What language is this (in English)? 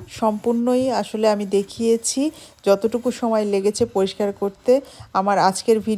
Bangla